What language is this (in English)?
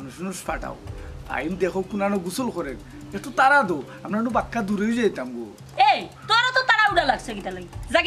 Sylheti